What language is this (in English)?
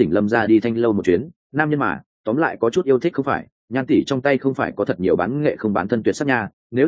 Vietnamese